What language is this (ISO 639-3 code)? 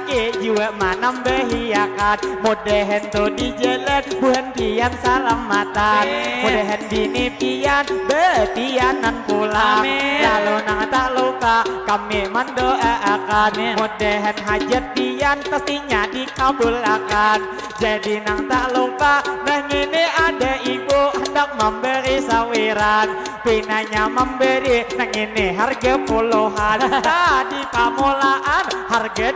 bjn